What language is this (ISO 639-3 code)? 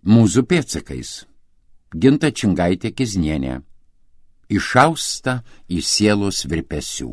lit